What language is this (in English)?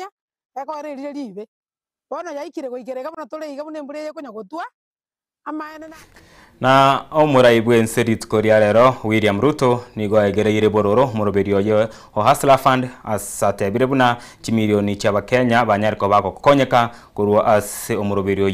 Gusii